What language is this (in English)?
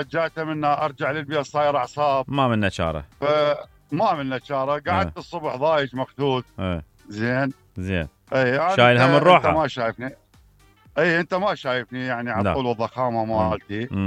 Mesopotamian Arabic